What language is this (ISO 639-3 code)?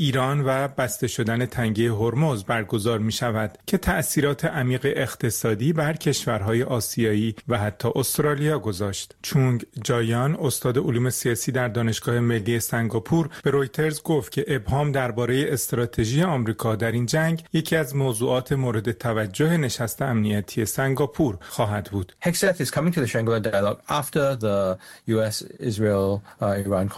fas